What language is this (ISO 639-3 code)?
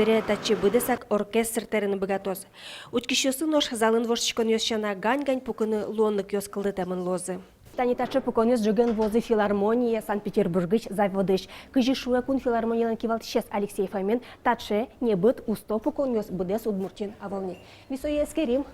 udm